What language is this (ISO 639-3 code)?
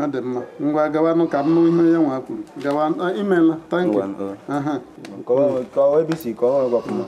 ibo